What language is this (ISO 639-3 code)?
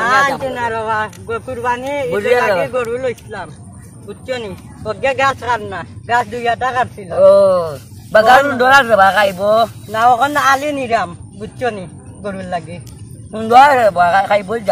syl